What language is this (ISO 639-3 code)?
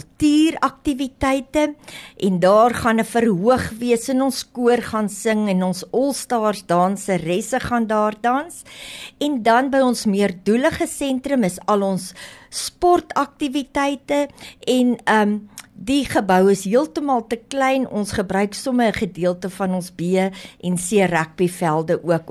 afr